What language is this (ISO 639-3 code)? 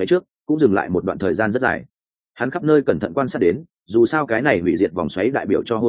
vie